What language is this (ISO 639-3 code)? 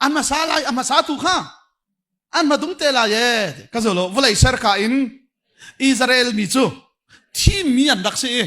cnh